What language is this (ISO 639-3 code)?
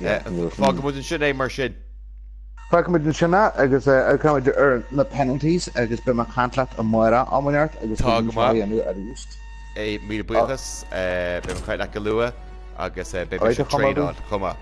gle